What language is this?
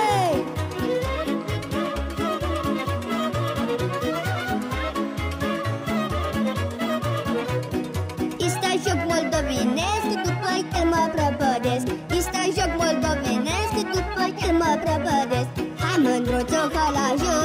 Romanian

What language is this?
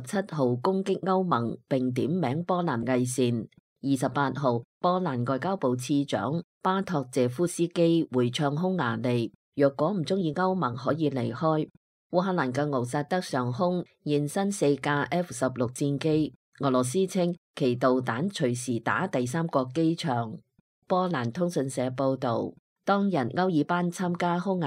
Cantonese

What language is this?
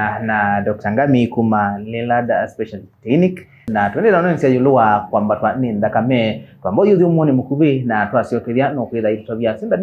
Kamba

